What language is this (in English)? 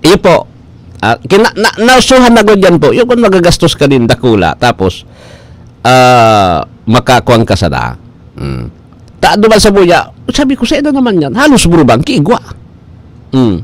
Bikol